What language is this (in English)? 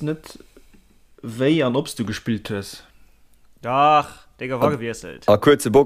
Luxembourgish